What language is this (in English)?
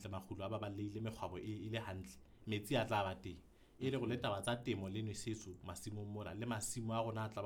Southern Sotho